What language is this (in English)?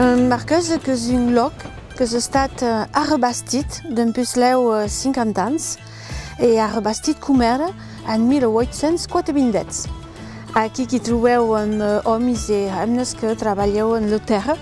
Occitan